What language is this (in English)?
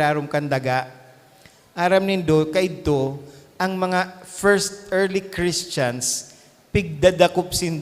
Bikol